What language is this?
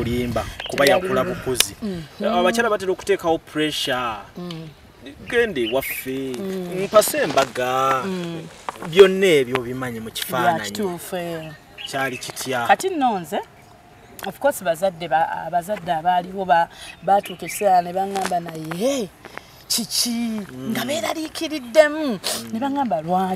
Ganda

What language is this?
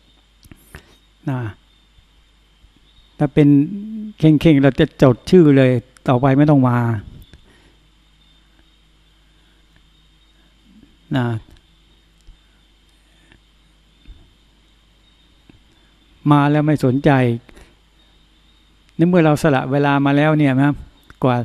Thai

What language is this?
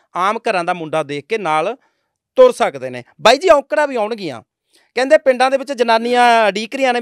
Punjabi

